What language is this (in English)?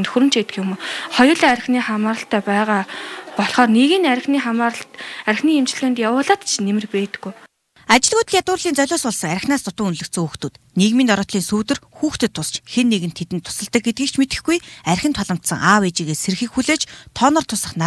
Mongolian